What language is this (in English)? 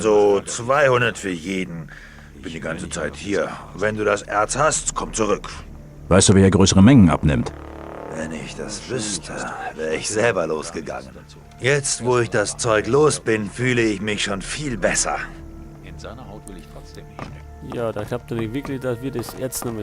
Bavarian